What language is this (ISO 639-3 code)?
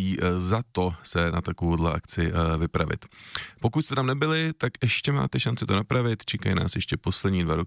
ces